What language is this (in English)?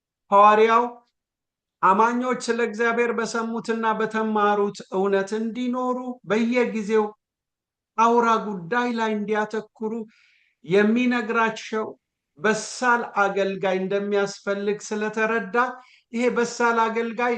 Amharic